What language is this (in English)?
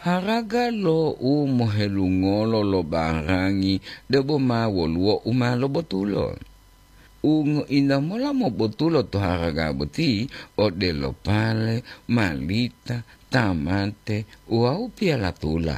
Gorontalo